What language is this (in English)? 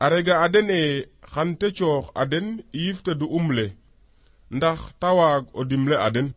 Serer